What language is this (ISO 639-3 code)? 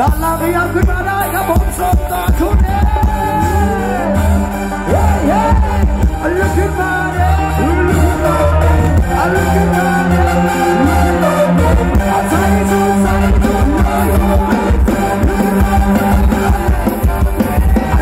tha